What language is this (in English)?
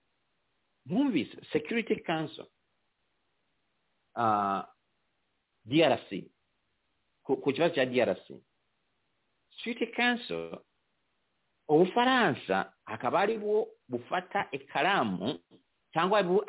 Kinyarwanda